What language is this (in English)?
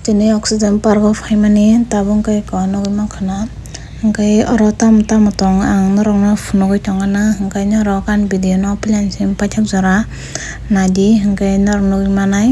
Kok Borok